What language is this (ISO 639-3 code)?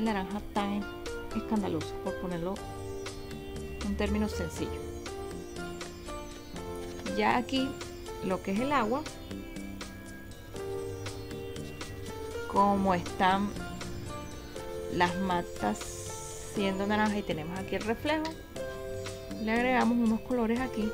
spa